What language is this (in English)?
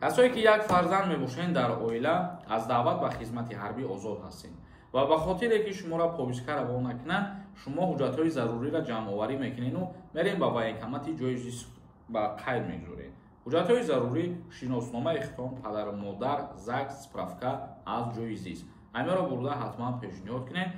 Tajik